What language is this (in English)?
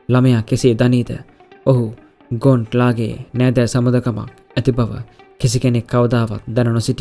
Sinhala